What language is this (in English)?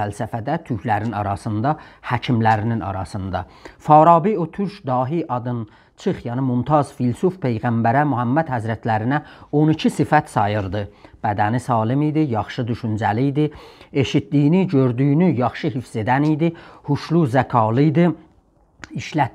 South Azerbaijani